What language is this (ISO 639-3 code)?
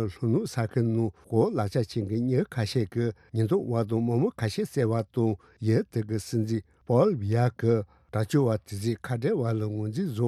bod